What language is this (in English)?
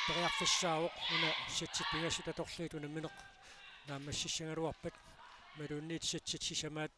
Kalaallisut